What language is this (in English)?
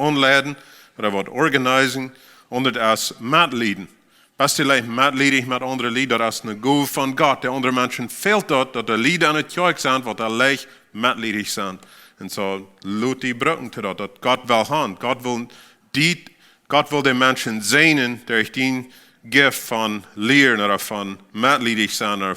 Plautdietsch